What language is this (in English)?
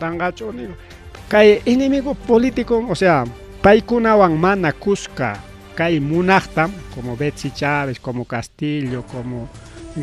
Ayacucho Quechua